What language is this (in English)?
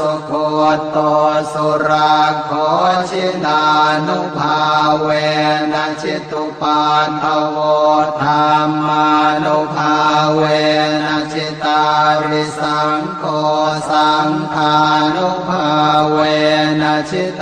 Pali